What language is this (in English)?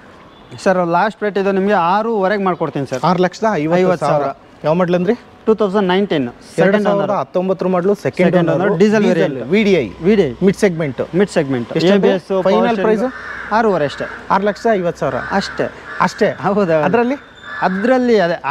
Kannada